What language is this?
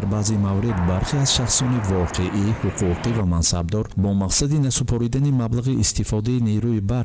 Tajik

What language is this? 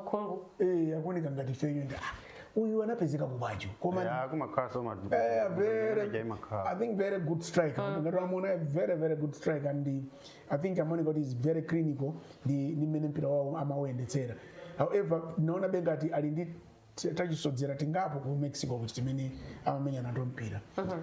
Nyanja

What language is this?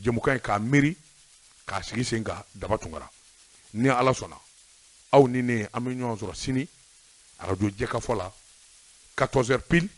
Bambara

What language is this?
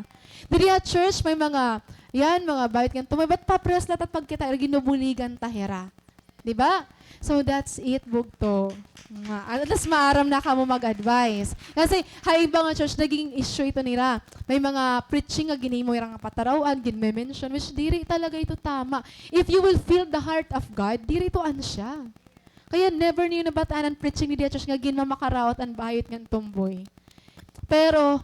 Waray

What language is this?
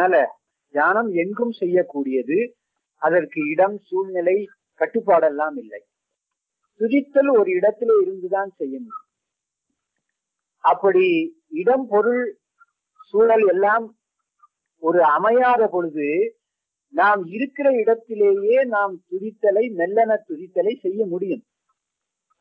Tamil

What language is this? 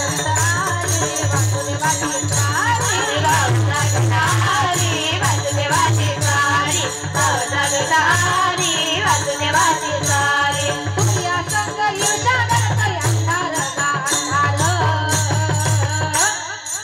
Marathi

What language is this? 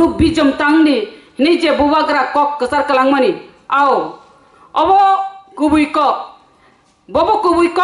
Kok Borok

